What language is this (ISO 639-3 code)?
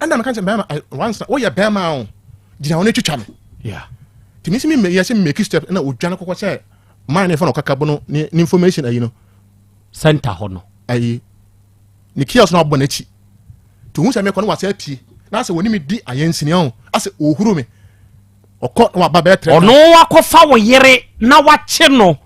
aka